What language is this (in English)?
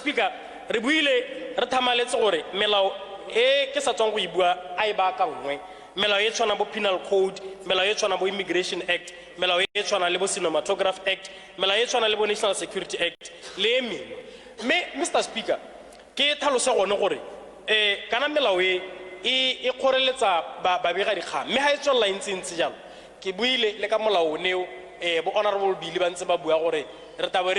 Tswana